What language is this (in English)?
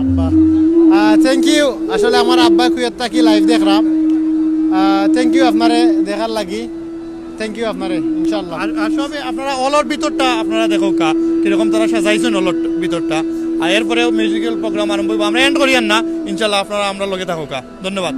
Sylheti